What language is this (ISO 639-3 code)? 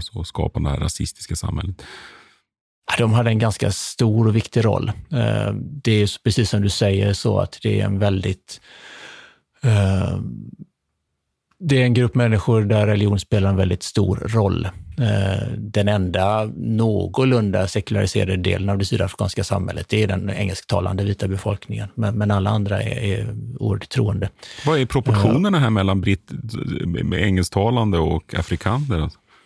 swe